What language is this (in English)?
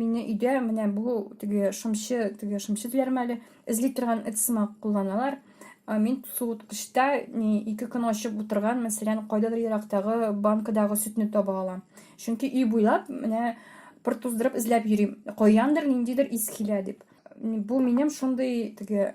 Tatar